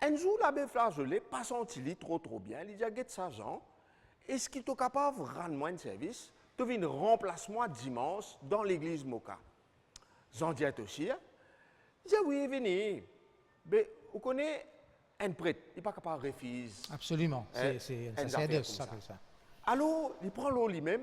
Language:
Morisyen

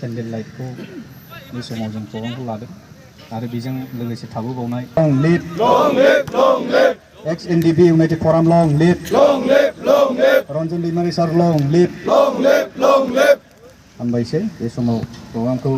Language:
Bodo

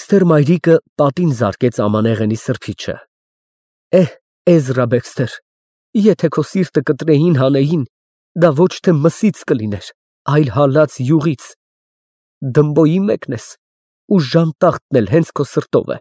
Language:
Armenian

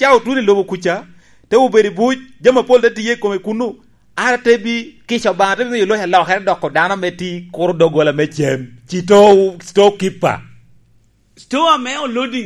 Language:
Lango (Uganda)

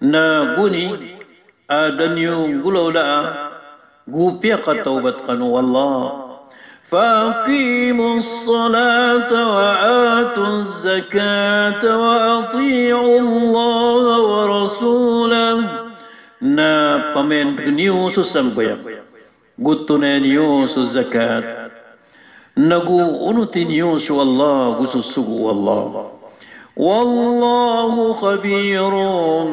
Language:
Maranao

